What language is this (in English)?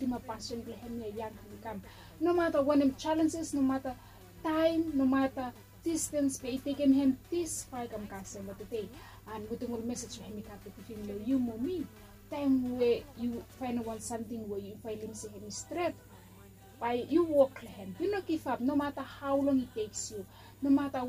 Bislama